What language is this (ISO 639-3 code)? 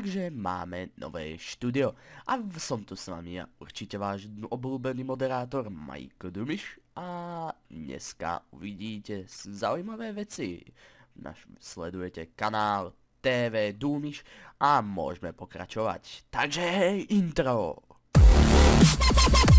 slk